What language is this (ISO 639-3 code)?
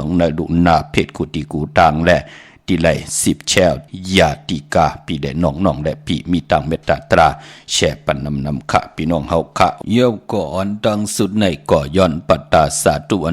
shn